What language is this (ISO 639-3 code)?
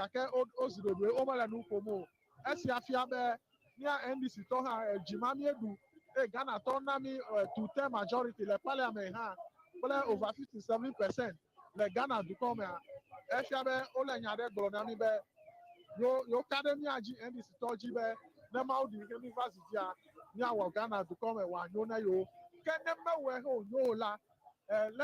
ewe